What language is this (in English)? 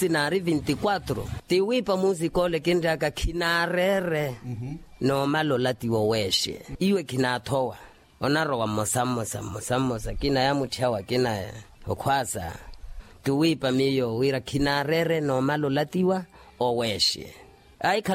Makhuwa